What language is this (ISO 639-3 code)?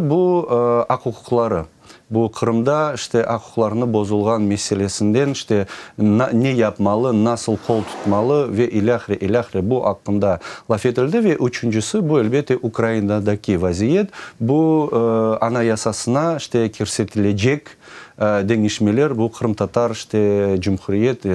crh